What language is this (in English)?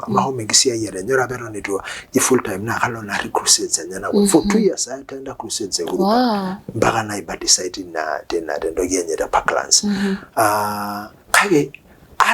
Masai